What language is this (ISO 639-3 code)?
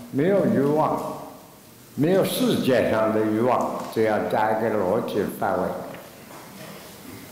zho